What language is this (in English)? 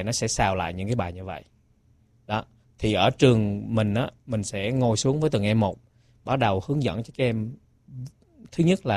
Vietnamese